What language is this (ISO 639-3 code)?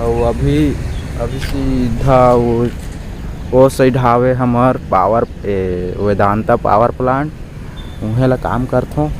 hne